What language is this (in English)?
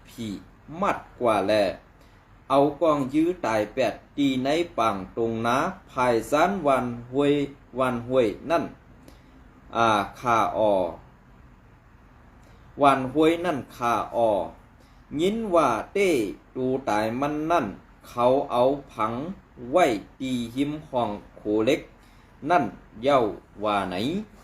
Shan